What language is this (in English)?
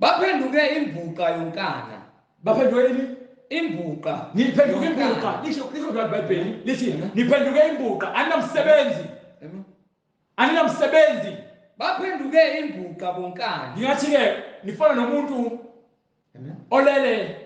Zulu